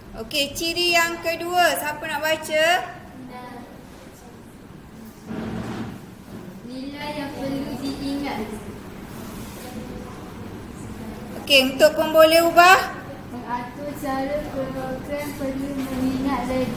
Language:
Malay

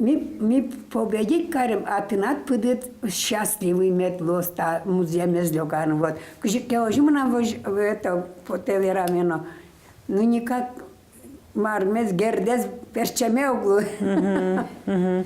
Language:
Udmurt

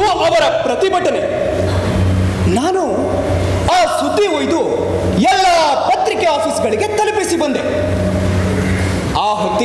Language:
Kannada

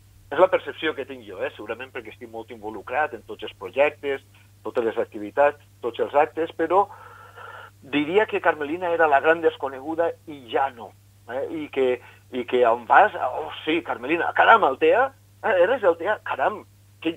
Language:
Catalan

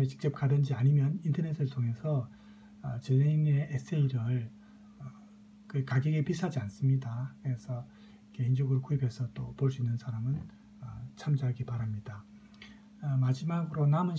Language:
Korean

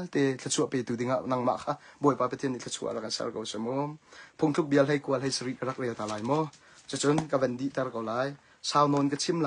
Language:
Hakha Chin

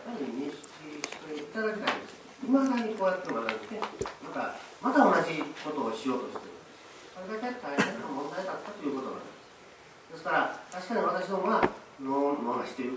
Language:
Japanese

